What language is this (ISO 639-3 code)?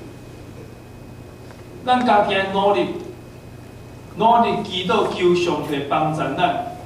nan